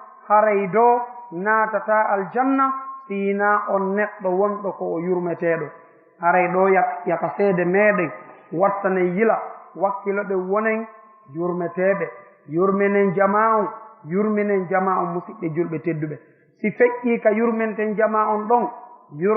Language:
Fula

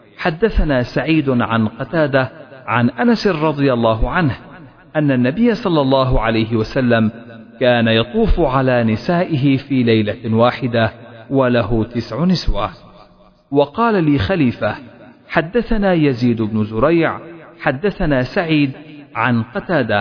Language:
Arabic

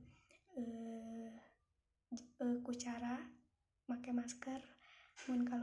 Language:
Sundanese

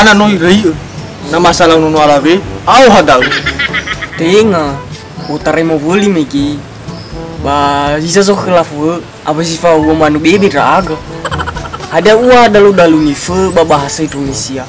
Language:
Nias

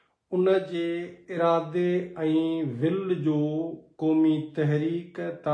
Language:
Sindhi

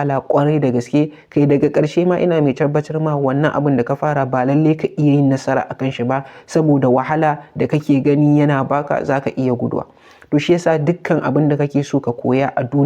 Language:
Hausa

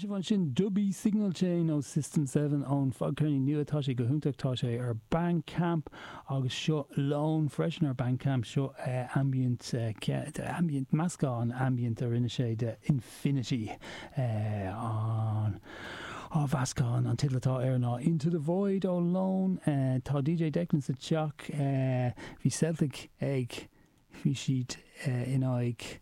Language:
Irish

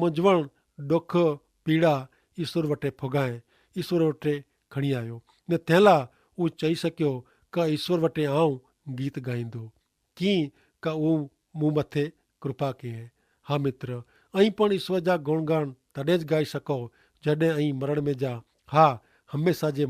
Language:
Kachhi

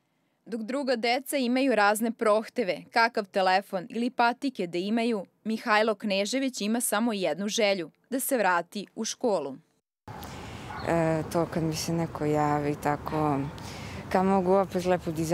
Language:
Serbian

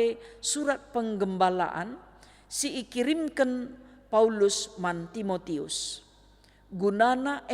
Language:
Batak Karo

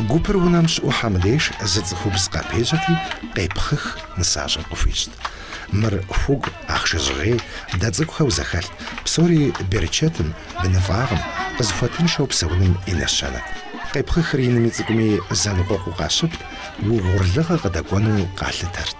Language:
Kabardian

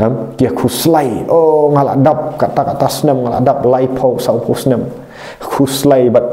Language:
Khasi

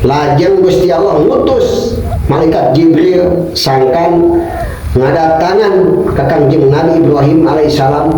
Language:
Sundanese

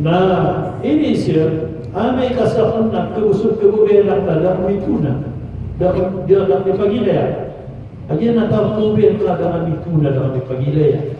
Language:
Maranao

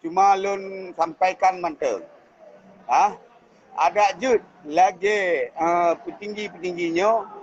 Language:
Achinese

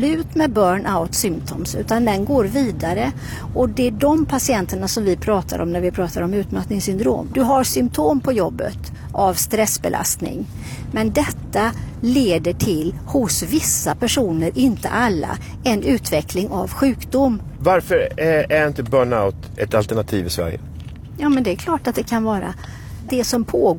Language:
Swedish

